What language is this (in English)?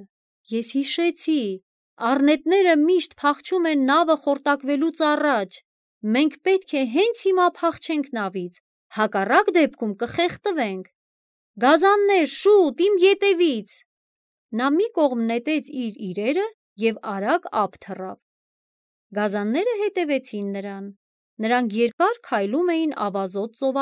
Armenian